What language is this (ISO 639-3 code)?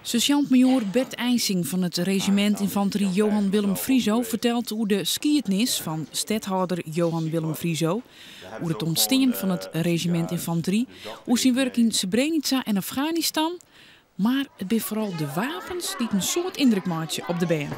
fry